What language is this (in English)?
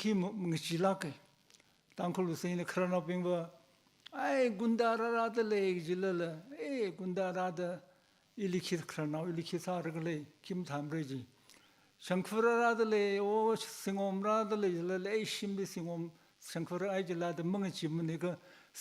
Tangkhul Naga (India)